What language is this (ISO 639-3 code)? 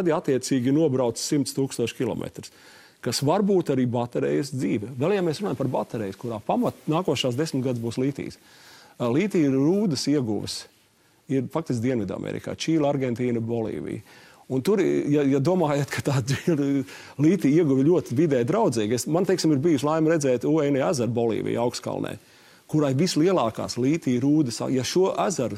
lav